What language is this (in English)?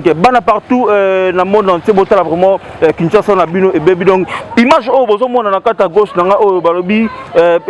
Lingala